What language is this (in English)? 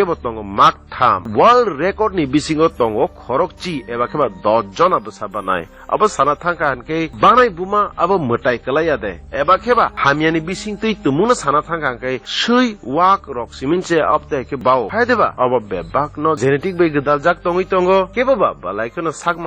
Kok Borok